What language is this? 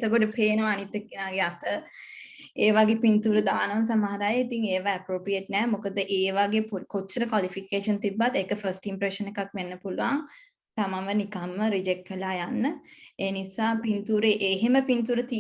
Sinhala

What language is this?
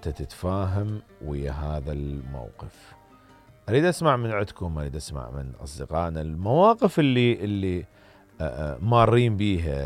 Mesopotamian Arabic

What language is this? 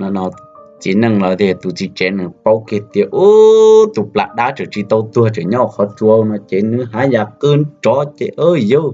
Hmong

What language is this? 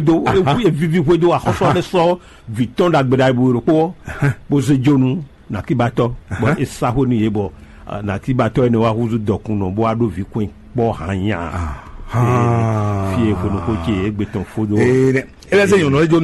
Fon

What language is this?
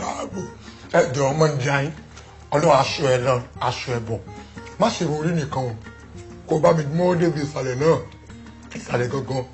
Yoruba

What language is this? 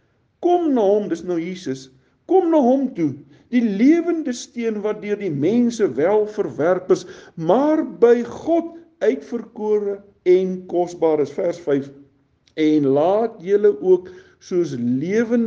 Afrikaans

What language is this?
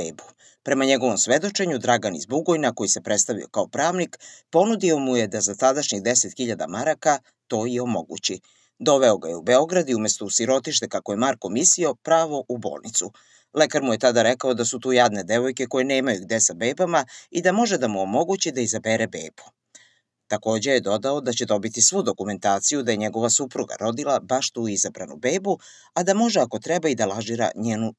Serbian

